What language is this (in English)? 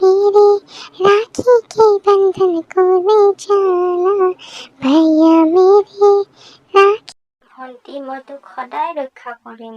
Assamese